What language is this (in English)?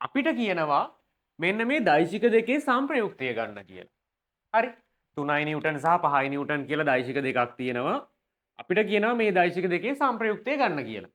Sinhala